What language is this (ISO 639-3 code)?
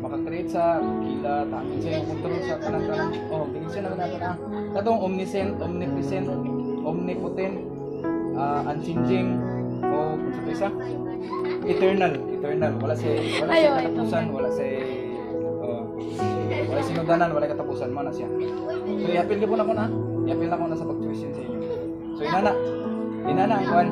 ceb